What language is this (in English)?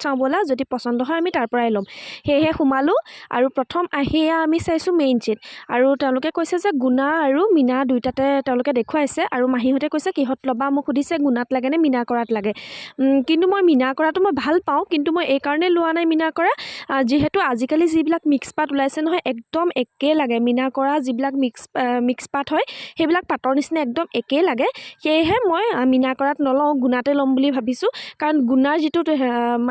Assamese